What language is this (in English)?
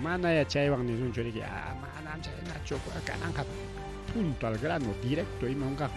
Ayacucho Quechua